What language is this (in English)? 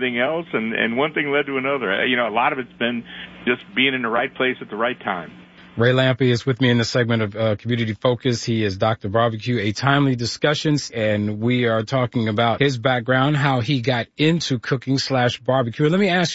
English